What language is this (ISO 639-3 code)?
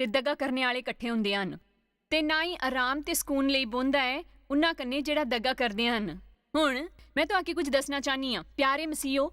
doi